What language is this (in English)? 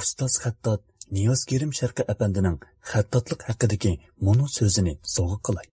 Uyghur